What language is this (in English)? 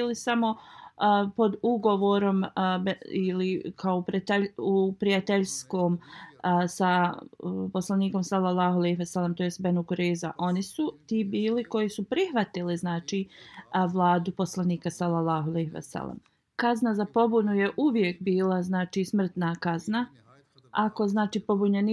Bosnian